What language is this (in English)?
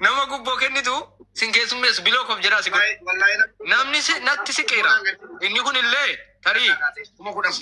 Oromo